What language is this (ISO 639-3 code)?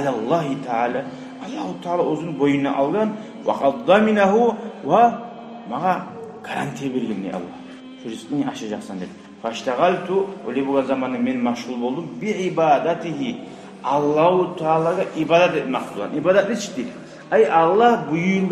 kum